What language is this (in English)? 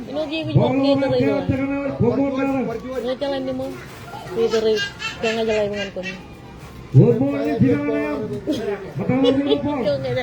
Marshallese